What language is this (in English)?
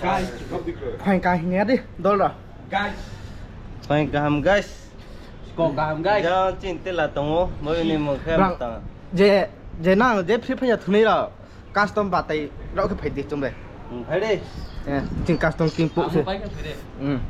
Riang (India)